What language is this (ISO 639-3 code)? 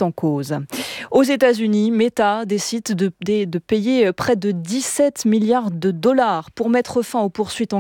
fra